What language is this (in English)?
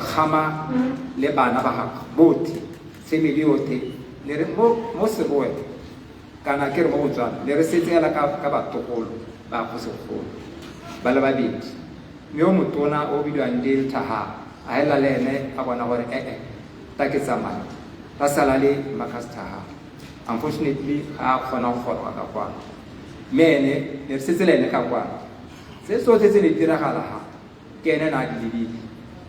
Tswana